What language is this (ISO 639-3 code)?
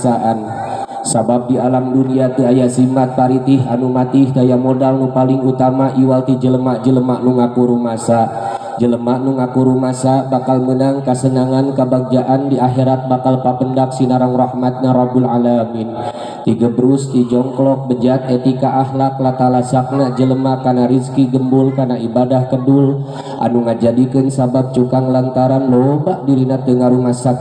sun